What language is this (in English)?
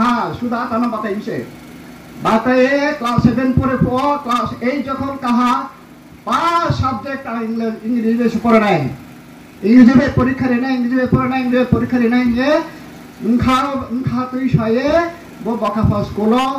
Riang (India)